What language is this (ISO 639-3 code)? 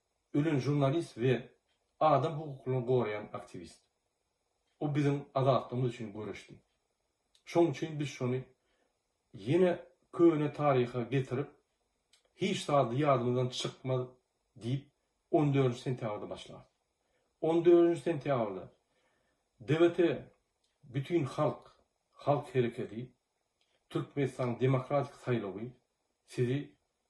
tuk